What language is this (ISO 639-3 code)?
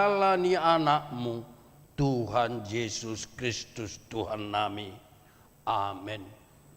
bbc